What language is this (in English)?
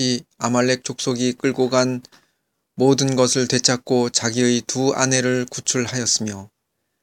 Korean